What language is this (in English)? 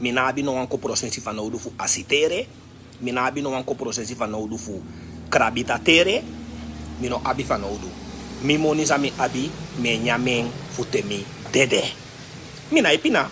Sranan Tongo